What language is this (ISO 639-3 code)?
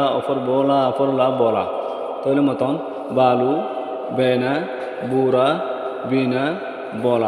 rhg